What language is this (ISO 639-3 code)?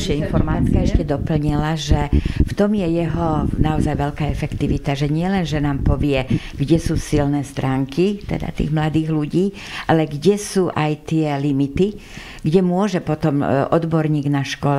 slk